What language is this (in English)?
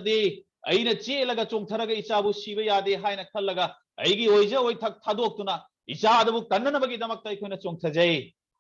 Manipuri